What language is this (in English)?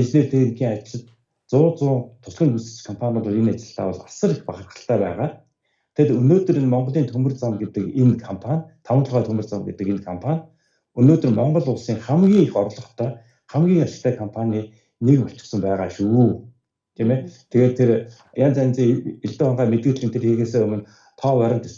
Mongolian